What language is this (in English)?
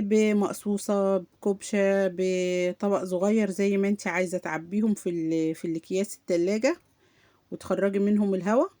Egyptian Arabic